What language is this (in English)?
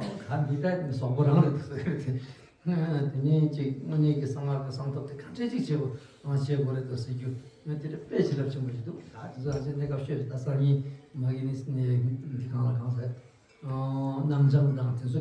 Tibetan